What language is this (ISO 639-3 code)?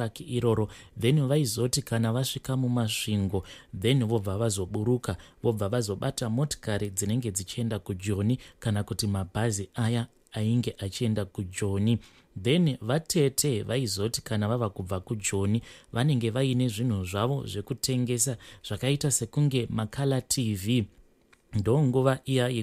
sna